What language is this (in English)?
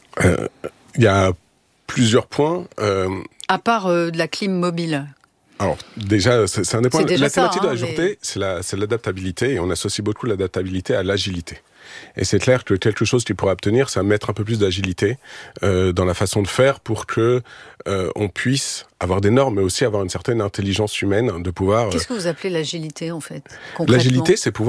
French